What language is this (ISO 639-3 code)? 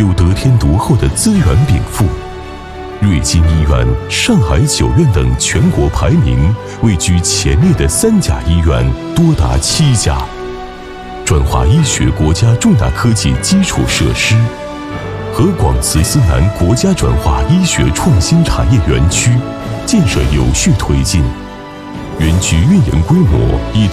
zho